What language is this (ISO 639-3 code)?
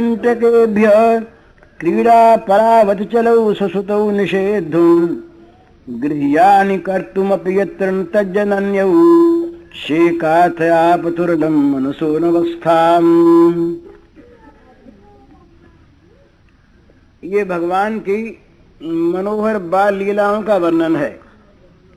hin